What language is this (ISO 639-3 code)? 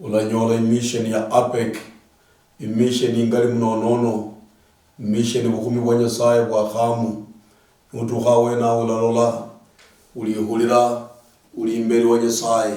luy